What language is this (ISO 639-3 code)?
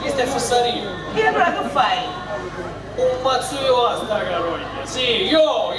scn